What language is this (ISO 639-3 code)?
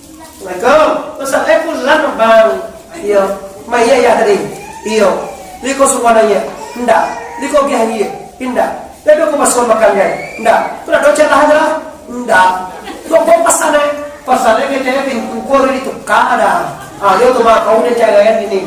min